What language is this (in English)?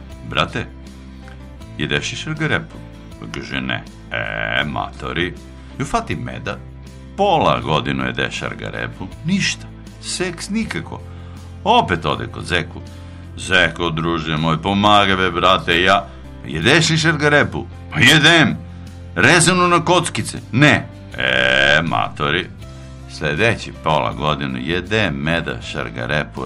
Serbian